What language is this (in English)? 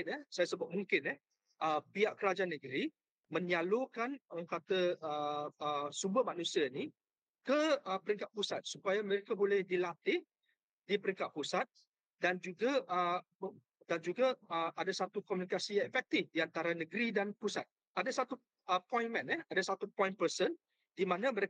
Malay